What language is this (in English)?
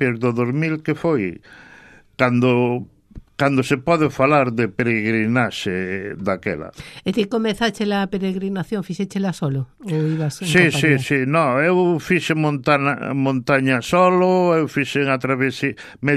Galician